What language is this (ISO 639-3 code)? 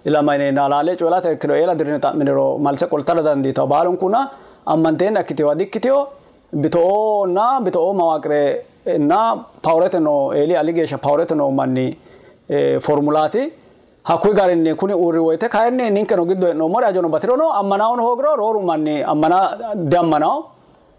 sid